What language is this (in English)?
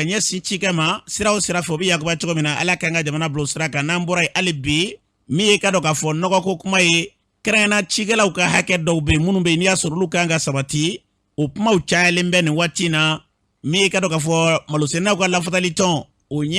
Bambara